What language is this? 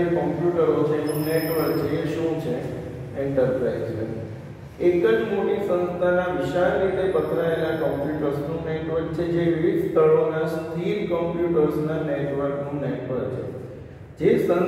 Gujarati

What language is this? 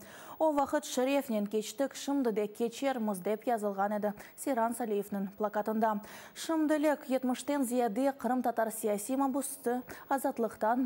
Crimean Tatar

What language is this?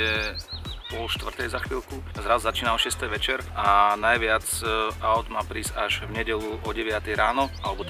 Slovak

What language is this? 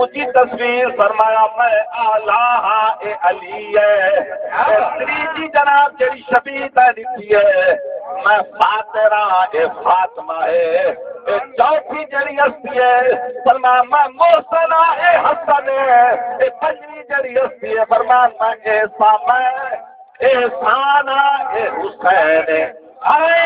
Saraiki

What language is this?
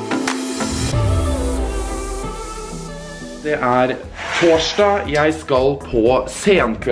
Norwegian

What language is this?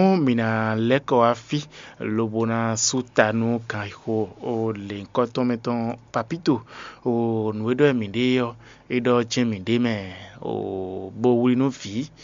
Fon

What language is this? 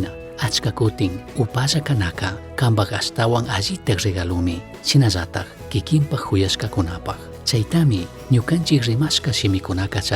Chimborazo Highland Quichua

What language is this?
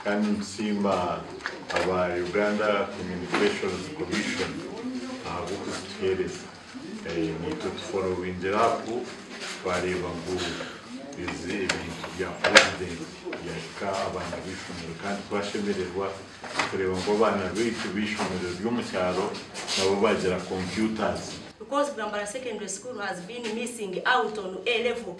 Nyankole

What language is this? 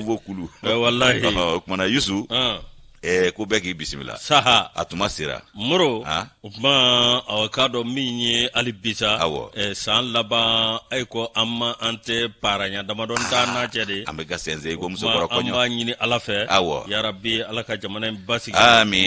Bambara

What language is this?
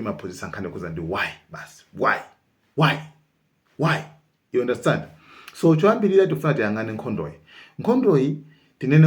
Nyanja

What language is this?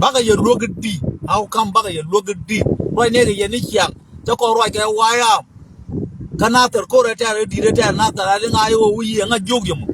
Nuer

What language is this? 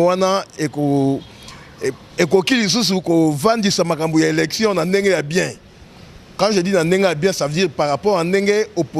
Lingala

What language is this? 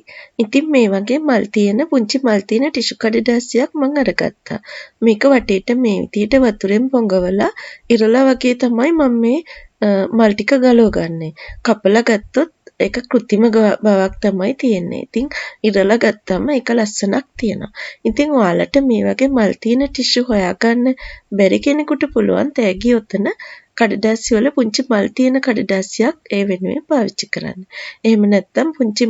Sinhala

